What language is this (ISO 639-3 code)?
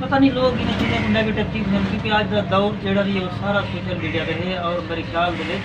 skr